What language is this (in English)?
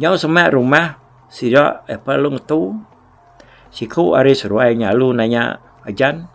Iban